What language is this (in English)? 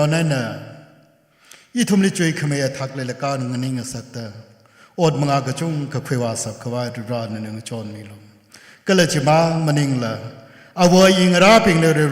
Tangkhul Naga (India)